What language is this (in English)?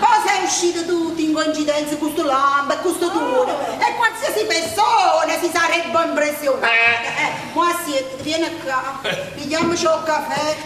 Neapolitan